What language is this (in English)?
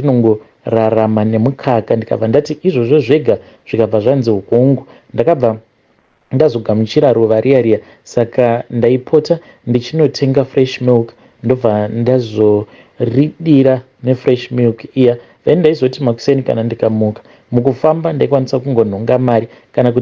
Shona